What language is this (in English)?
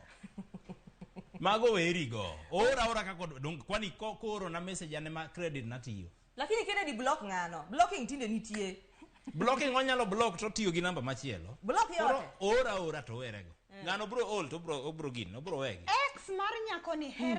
Luo (Kenya and Tanzania)